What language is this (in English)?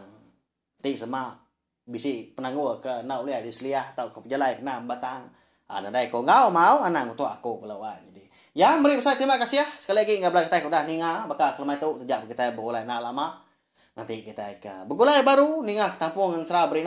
Iban